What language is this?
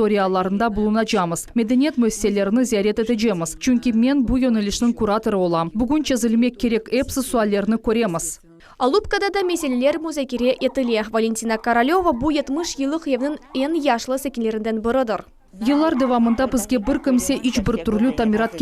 Crimean Tatar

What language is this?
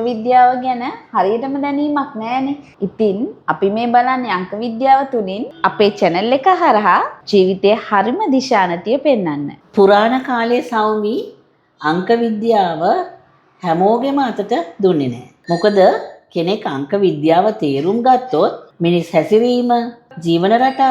Sinhala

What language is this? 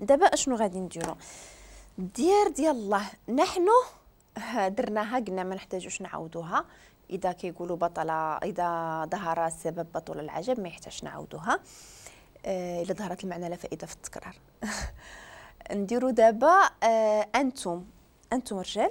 Moroccan Arabic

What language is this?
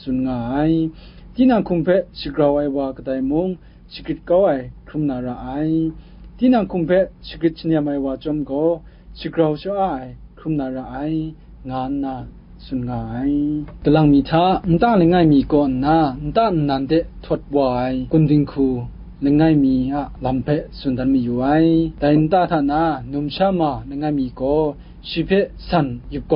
Kachin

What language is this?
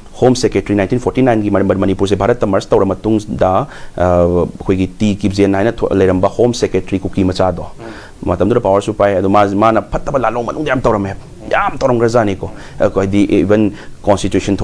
Manipuri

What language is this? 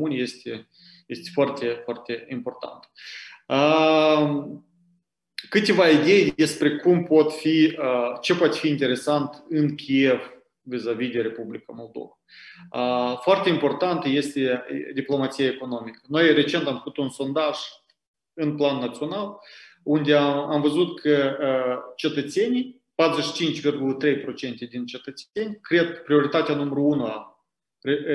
Romanian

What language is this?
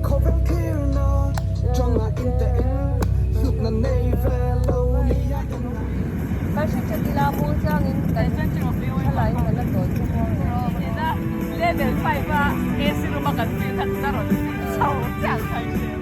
Mizo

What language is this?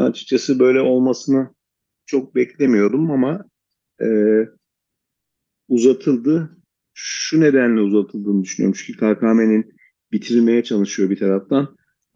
Turkish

